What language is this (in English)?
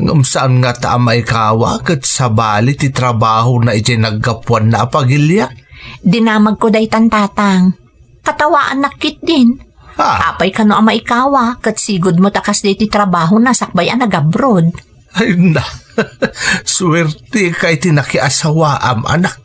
Iloko